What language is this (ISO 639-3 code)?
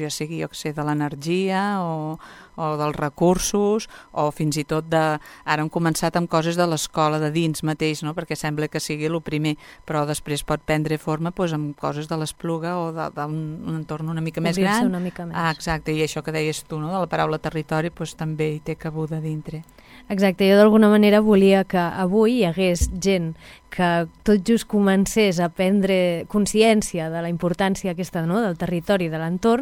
cat